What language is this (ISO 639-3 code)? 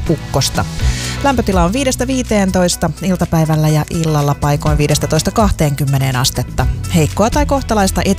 fin